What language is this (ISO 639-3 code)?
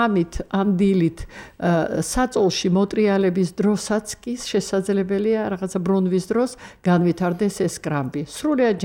kat